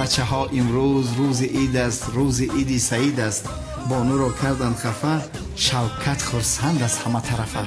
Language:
Tajik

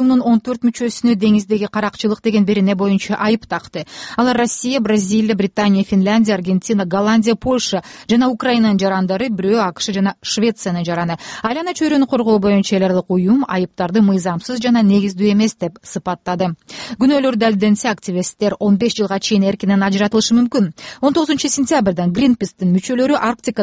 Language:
Kyrgyz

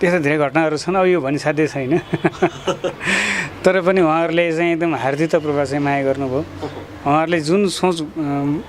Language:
Nepali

